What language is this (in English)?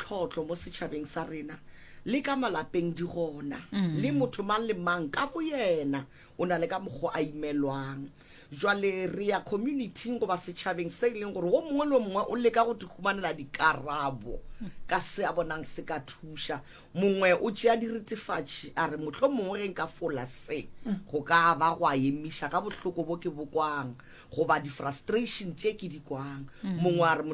Northern Sotho